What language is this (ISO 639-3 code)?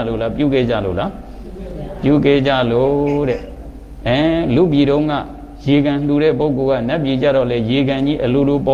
mya